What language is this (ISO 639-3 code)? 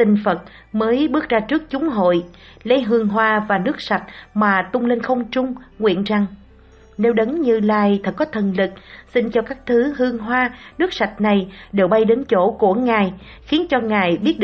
vie